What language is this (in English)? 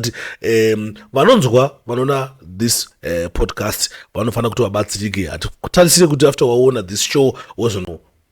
Shona